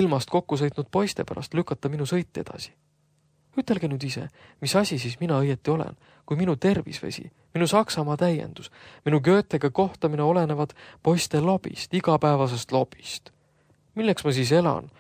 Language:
Estonian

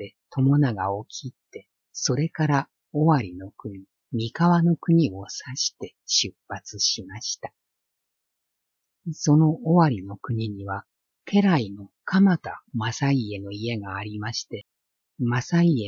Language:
Japanese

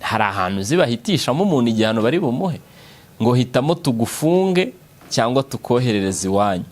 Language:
Kinyarwanda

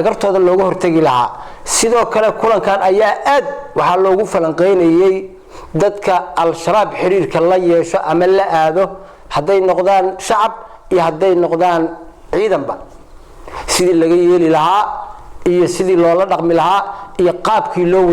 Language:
Somali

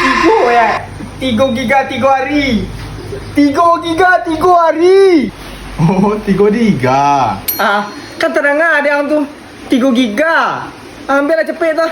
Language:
Minangkabau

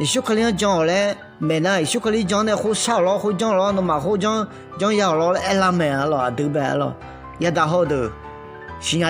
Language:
Akha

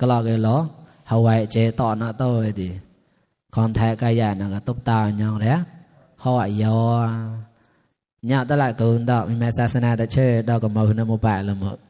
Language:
Mon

